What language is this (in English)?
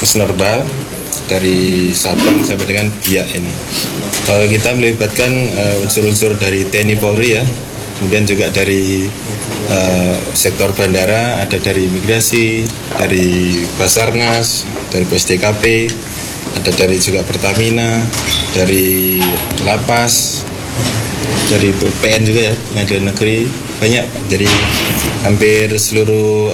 Indonesian